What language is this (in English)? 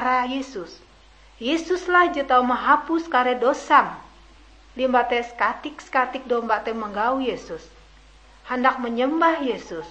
Ngaju